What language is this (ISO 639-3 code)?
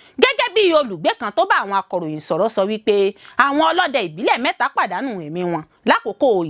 yor